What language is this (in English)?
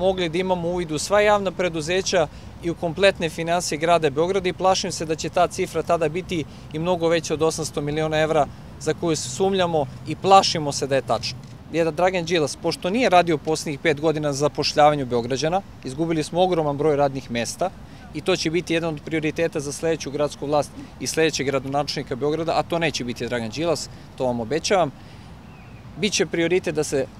Serbian